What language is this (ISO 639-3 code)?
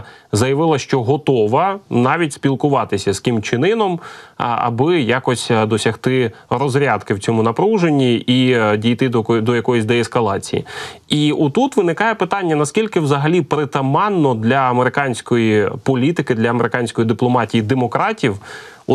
ukr